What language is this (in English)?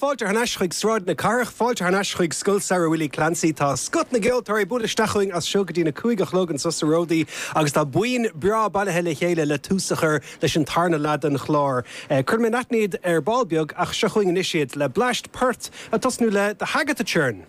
Irish